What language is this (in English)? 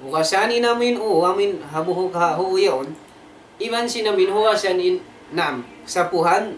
Tausug